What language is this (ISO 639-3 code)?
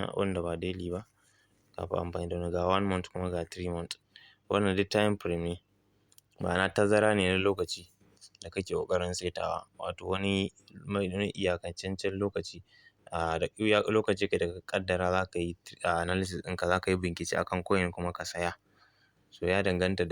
hau